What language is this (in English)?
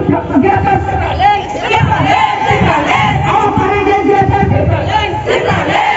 Kok Borok